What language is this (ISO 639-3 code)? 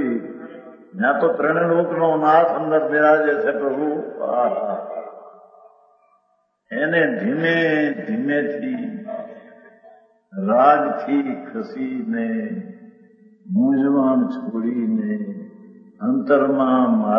guj